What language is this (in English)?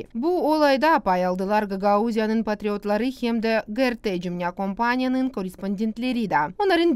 Gagauz